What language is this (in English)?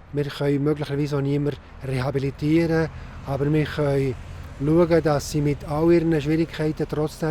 Swiss German